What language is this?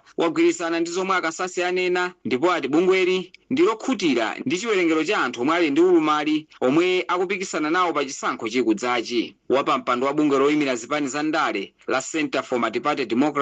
Nyanja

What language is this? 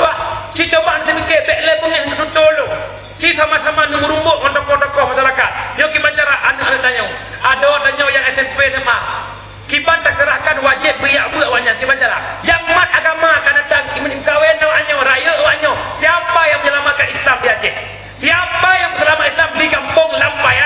Achinese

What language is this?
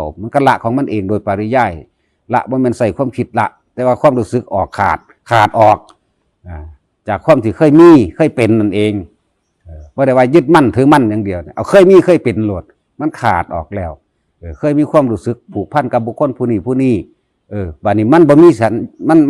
Northeastern Thai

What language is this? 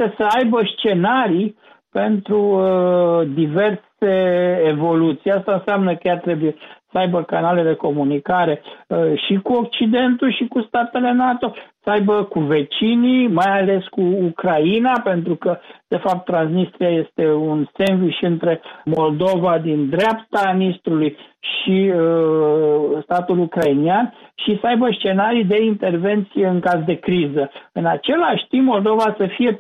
Romanian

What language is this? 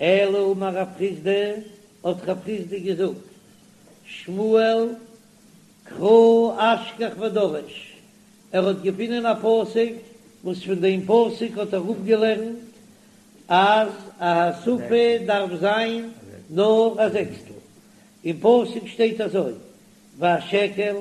Yiddish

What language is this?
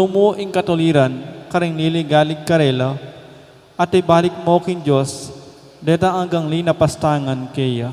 Pampanga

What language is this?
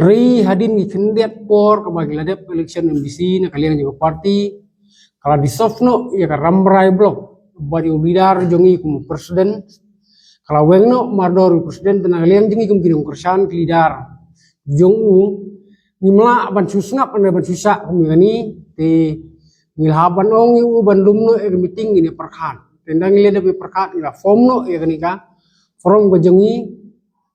Khasi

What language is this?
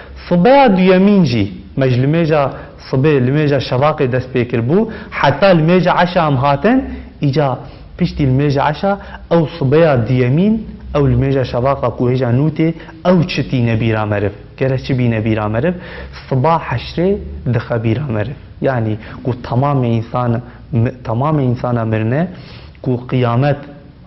Kurdish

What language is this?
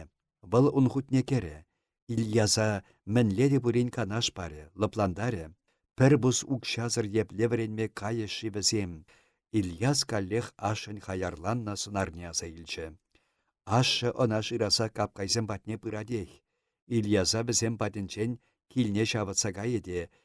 Chuvash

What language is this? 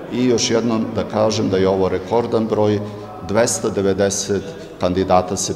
Serbian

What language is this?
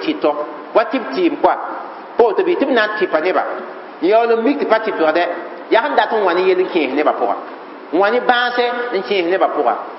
Mossi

